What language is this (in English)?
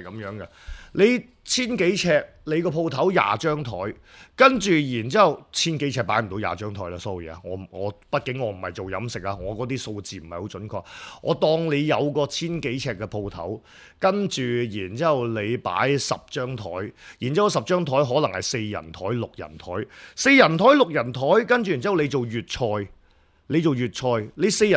Cantonese